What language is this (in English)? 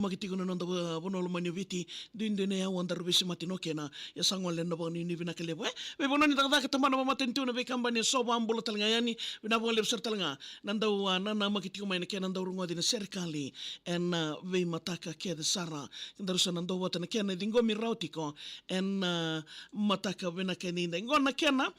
Fijian